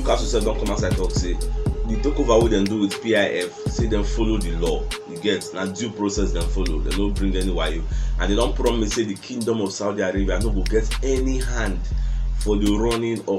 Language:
Nigerian Pidgin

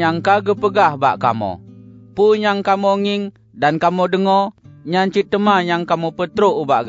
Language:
Achinese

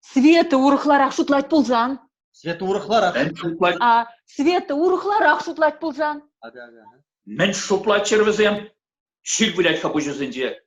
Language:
Chuvash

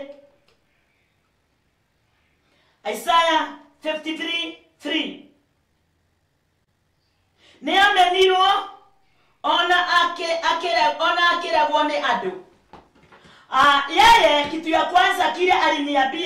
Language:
Swahili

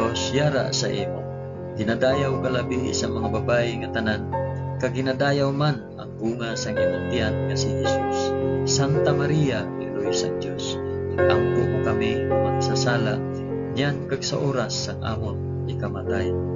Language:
Hiligaynon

